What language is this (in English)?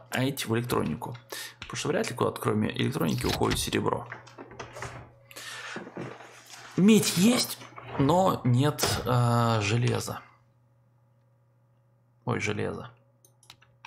Russian